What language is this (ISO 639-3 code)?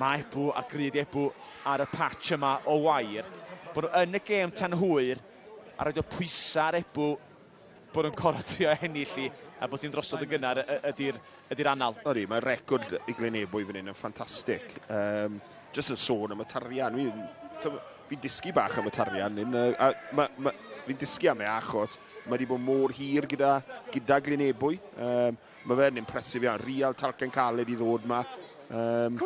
cym